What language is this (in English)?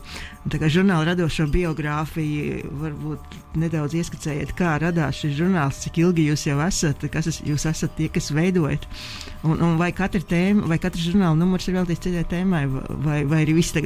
Latvian